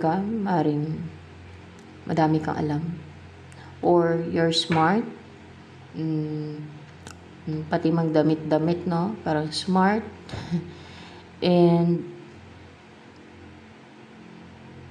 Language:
Filipino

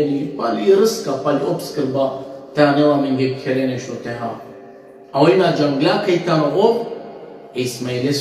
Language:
Balkan Romani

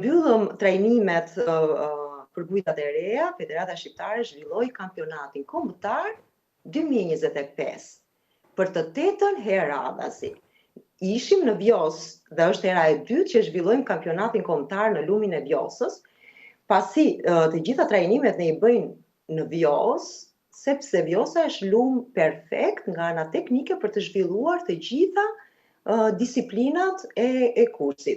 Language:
Albanian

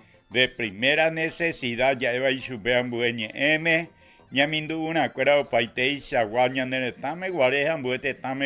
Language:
Guarani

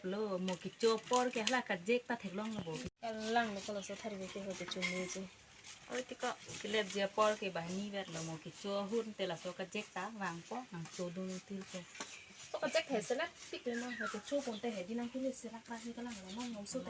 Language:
Karbi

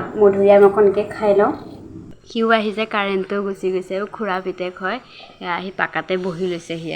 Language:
Assamese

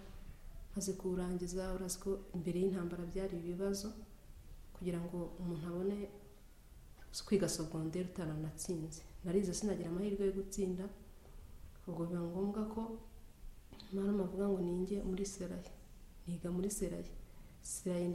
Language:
Kinyarwanda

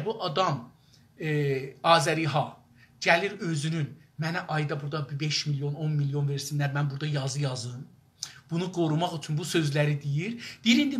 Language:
South Azerbaijani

